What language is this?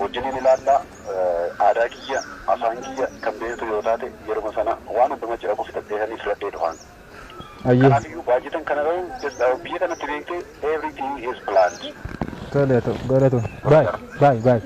Oromo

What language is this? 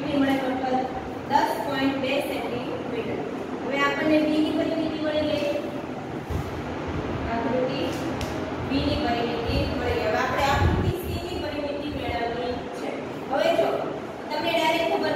Gujarati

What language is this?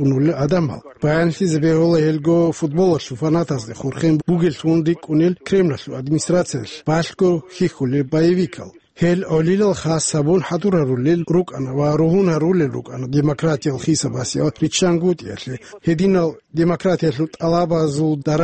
Avaric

